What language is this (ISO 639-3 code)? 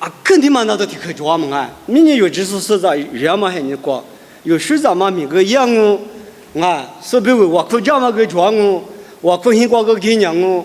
lis